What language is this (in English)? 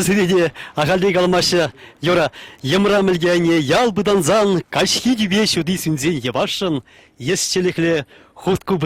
Chuvash